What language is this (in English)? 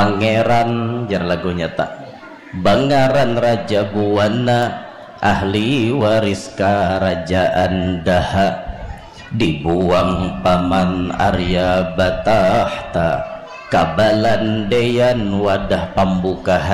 Banjar